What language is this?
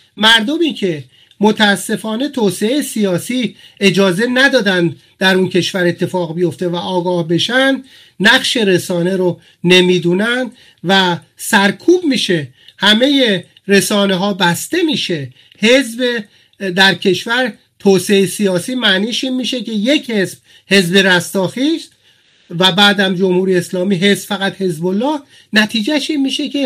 Persian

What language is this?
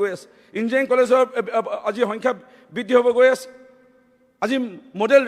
Assamese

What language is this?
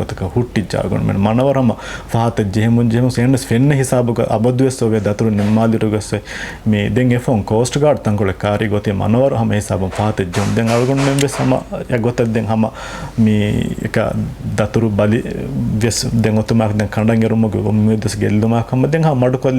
Divehi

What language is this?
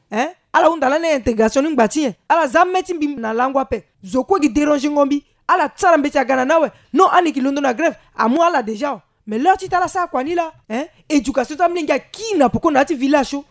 Sango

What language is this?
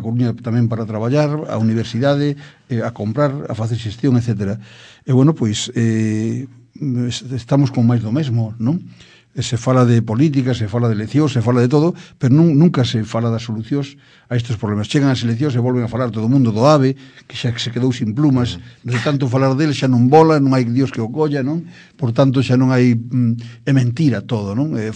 Galician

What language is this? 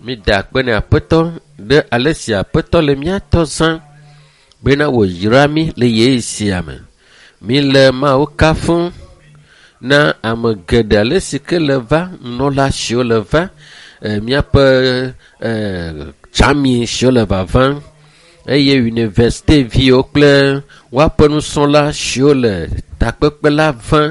Ewe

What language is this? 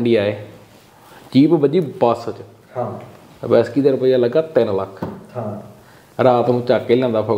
Punjabi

